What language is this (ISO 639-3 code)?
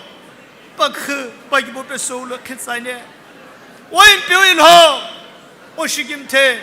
nsm